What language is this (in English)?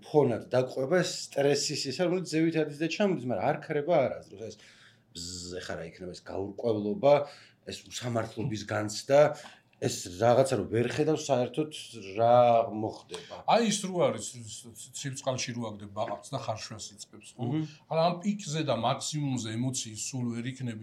Georgian